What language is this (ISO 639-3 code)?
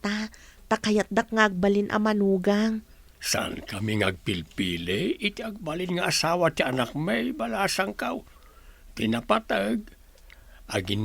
ilo